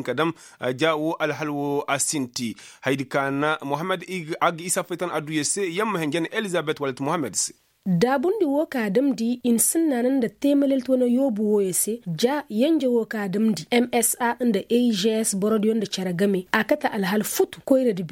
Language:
Koyraboro Senni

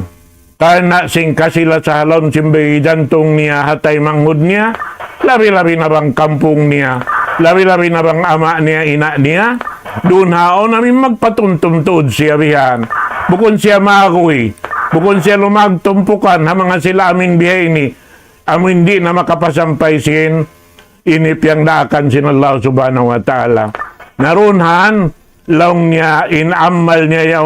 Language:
Tausug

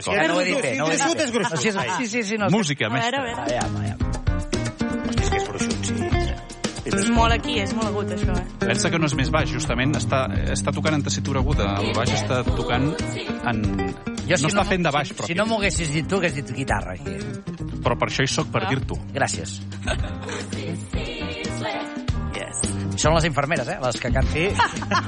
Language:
Catalan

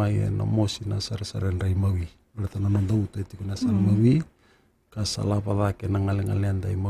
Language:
Fijian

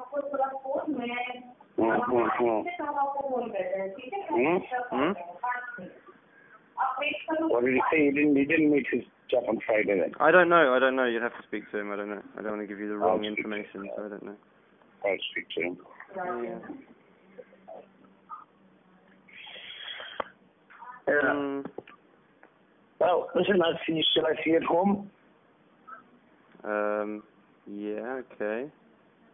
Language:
English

